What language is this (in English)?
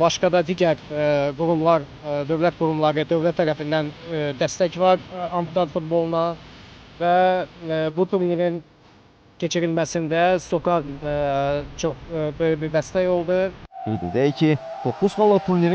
Azerbaijani